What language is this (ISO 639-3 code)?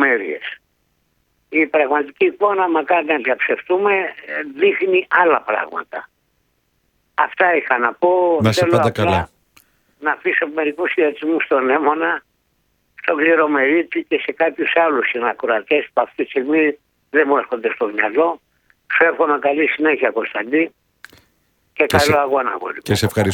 ell